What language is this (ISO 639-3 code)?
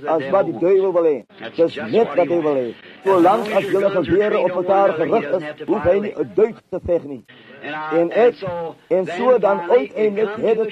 afr